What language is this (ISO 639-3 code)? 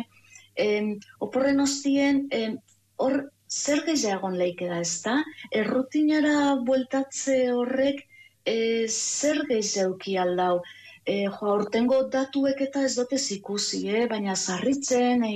eus